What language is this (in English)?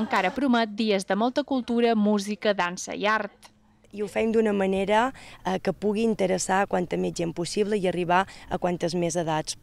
Catalan